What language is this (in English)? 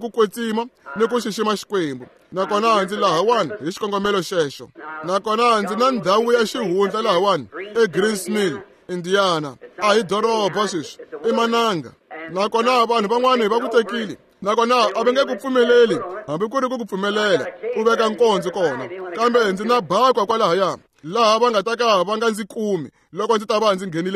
Tsonga